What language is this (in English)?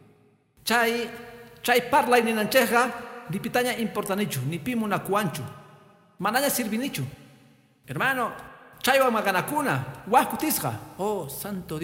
Quechua